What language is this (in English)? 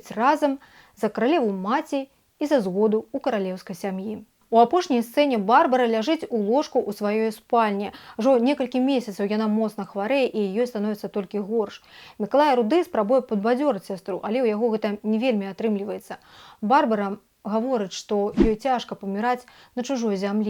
Belarusian